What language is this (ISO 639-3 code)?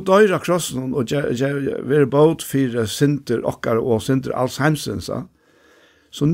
fao